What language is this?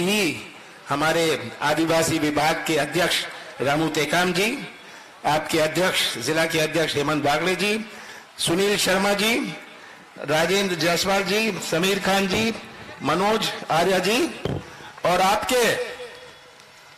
Hindi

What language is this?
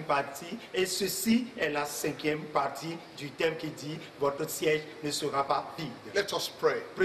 French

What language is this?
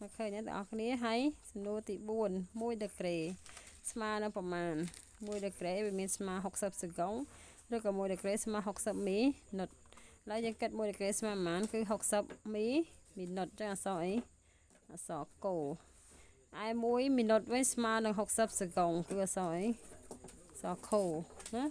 Khmer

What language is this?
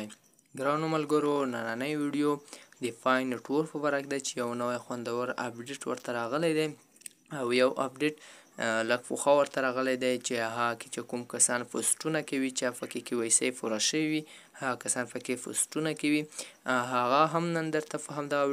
Pashto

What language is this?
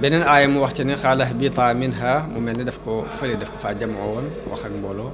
Wolof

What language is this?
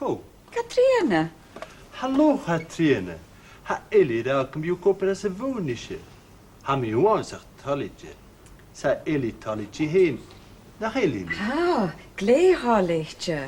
Scottish Gaelic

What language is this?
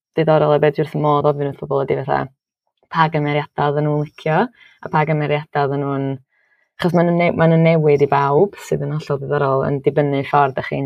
Welsh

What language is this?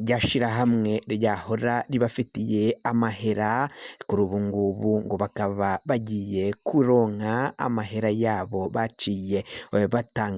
Rundi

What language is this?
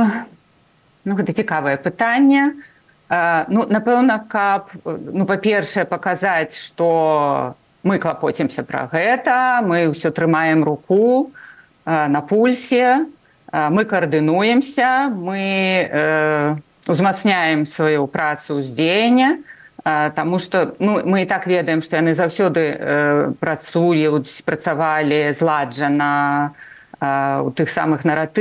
Belarusian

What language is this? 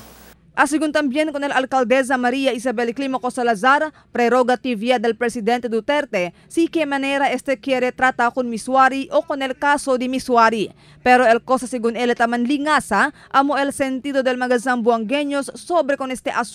Chavacano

